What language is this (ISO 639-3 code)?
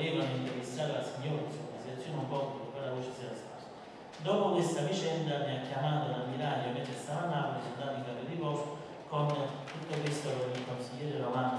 ita